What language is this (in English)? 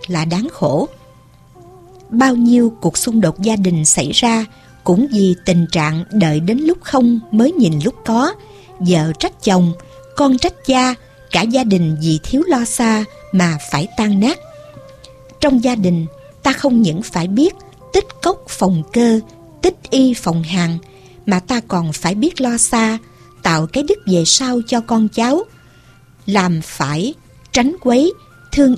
Vietnamese